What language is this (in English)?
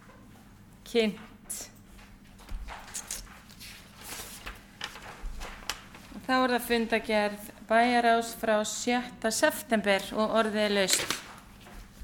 Icelandic